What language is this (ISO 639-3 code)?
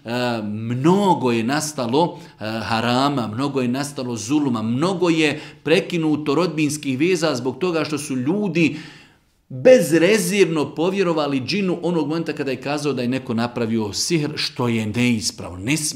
hrv